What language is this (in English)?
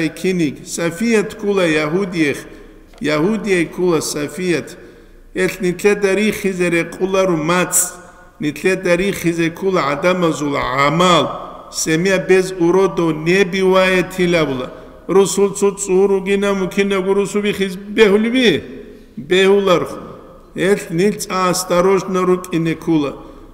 Avaric